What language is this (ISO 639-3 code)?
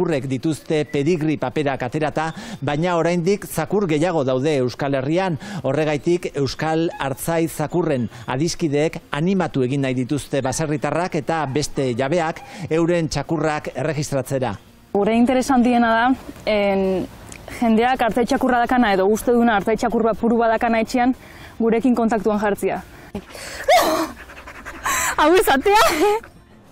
eus